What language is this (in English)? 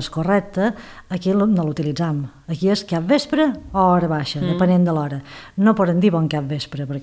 Catalan